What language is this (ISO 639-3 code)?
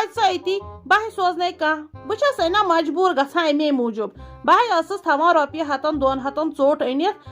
kas